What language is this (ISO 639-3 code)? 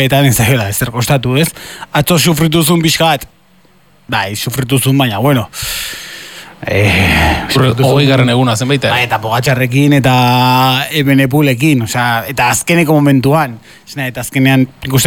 eus